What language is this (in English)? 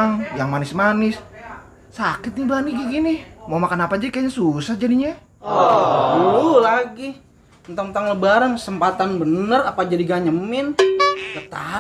Betawi